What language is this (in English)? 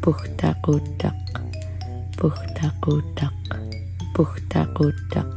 Central Yupik